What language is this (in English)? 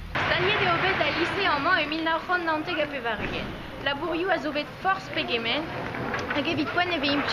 Breton